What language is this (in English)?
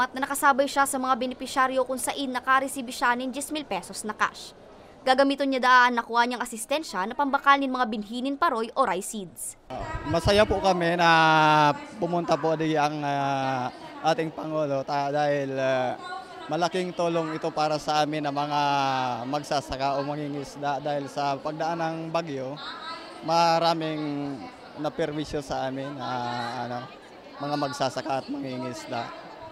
Bikol